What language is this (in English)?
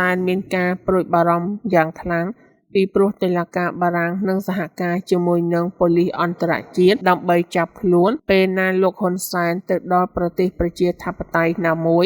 Khmer